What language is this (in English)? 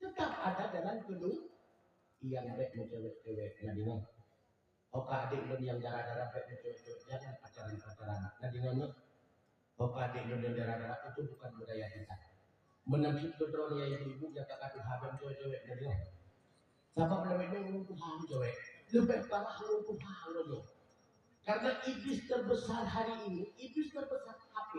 Achinese